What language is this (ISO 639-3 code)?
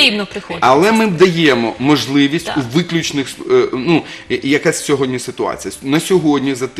ukr